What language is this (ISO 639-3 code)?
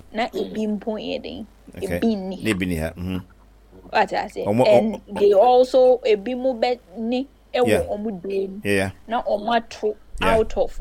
aka